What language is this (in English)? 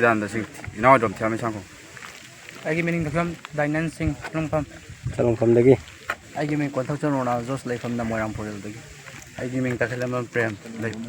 Manipuri